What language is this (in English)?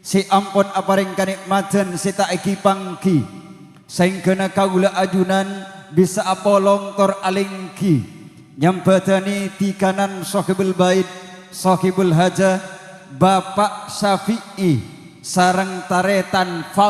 Madurese